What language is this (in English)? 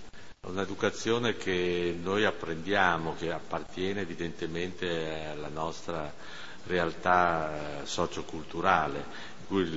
Italian